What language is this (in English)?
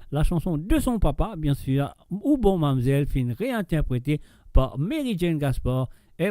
Morisyen